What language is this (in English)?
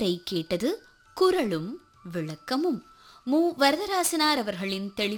Tamil